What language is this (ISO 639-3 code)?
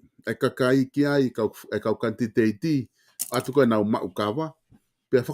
ton